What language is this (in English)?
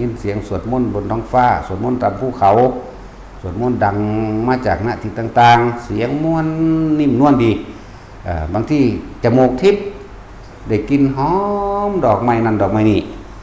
Northeastern Thai